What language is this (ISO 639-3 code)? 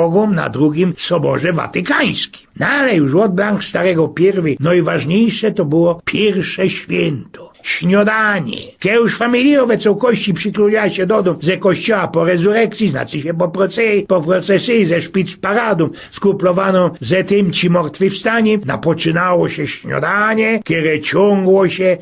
szl